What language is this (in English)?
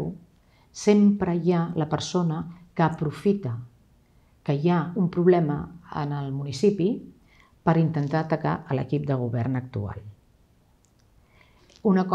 Catalan